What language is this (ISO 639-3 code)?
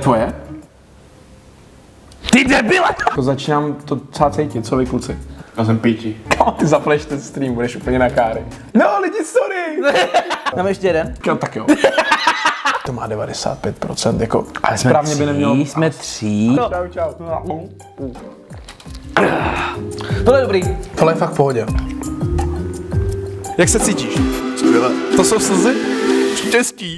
ces